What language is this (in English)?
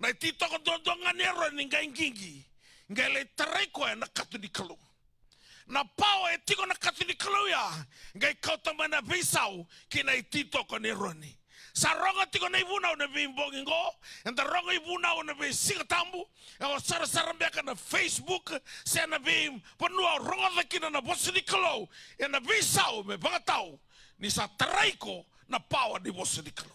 Fijian